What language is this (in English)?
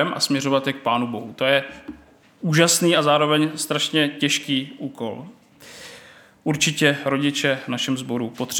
Czech